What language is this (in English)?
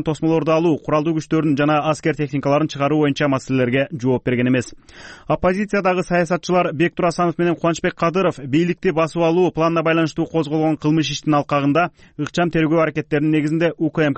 Kyrgyz